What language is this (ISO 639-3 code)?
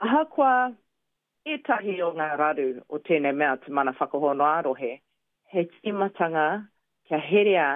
mri